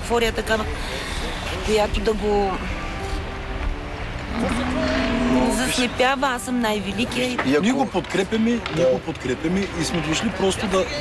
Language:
Bulgarian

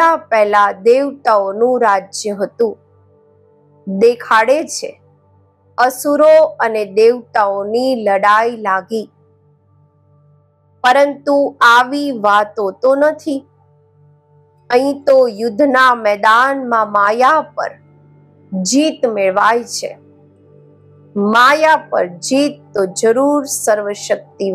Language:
Gujarati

